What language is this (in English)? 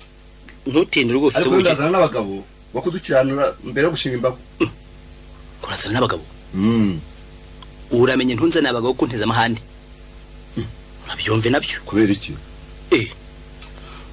Kinyarwanda